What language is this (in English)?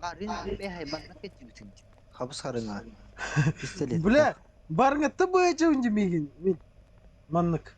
Yakut